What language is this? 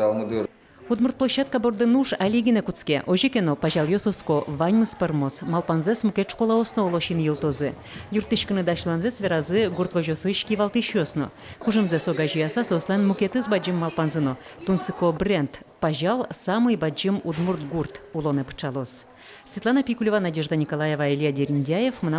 Udmurt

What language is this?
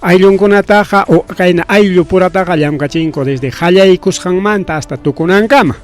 Ayacucho Quechua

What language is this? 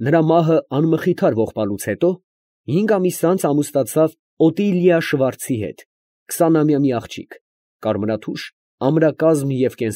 Armenian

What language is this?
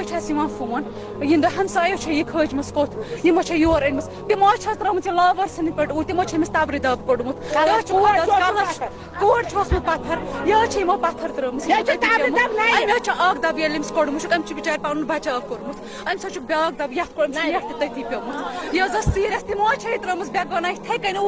Kashmiri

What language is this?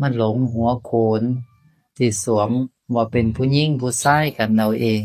Northeastern Thai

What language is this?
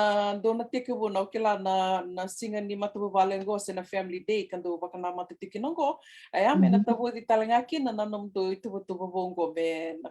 Fijian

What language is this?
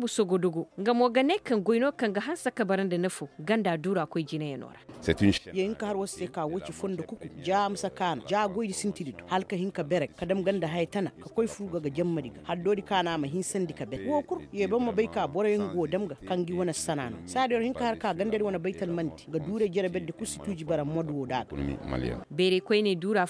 Koyraboro Senni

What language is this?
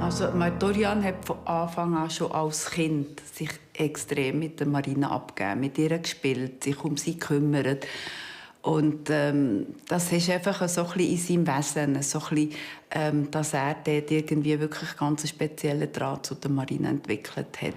Swiss German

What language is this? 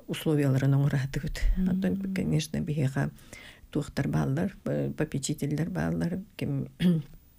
Yakut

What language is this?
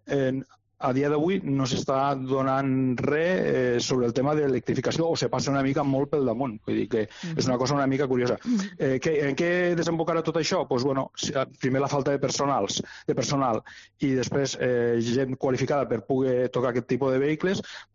Catalan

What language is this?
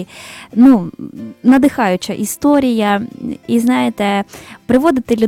Ukrainian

